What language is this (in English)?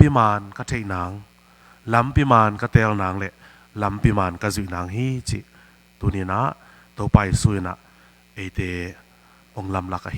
Tedim Chin